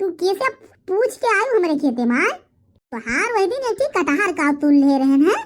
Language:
Awadhi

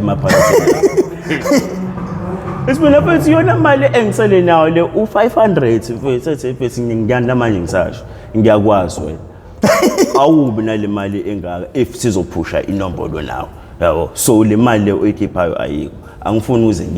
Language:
Zulu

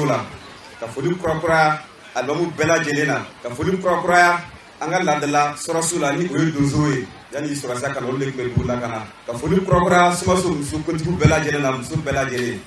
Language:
Bambara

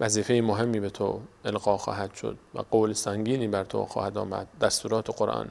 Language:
Persian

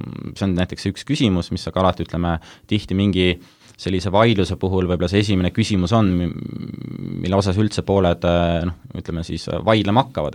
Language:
Estonian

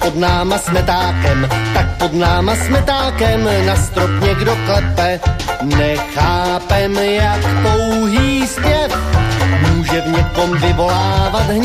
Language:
Czech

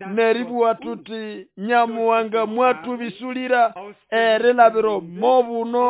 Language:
Nande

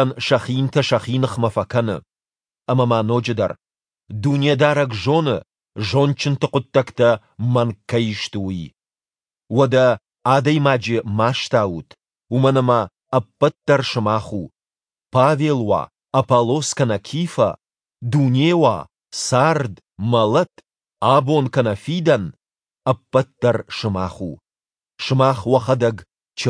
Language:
Ossetic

